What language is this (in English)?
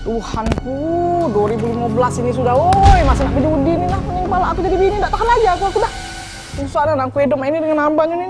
Musi